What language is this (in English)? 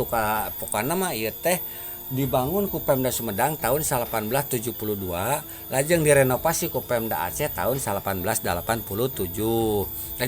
Sundanese